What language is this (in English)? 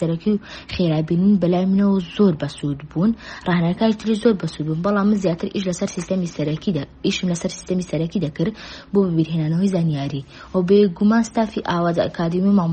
Central Kurdish